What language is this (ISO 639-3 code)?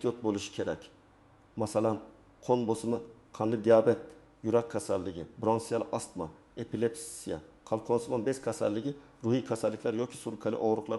uzb